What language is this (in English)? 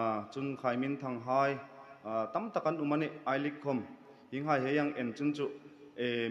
Hmar